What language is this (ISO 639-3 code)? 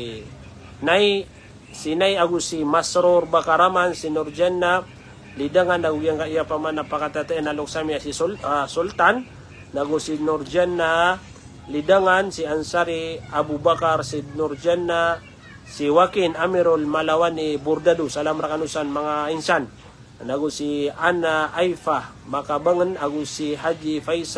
mrw